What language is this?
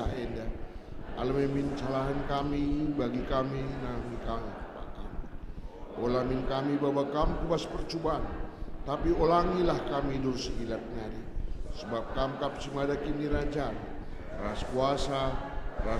Batak Karo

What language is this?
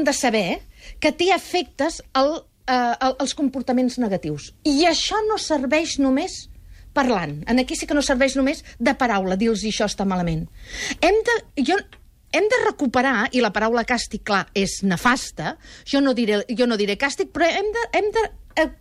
Catalan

